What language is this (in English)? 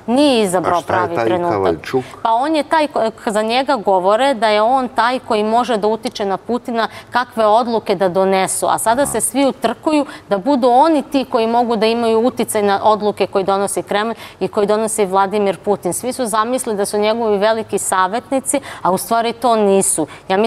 Serbian